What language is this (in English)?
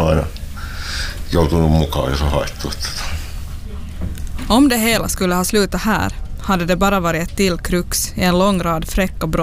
Swedish